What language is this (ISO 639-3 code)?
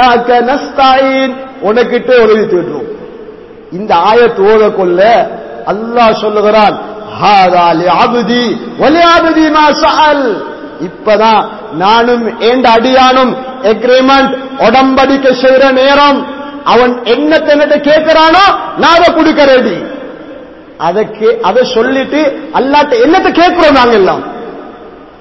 tam